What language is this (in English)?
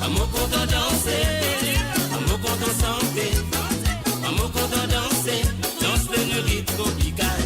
Morisyen